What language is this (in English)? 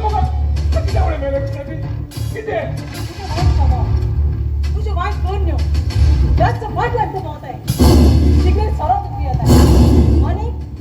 Konkani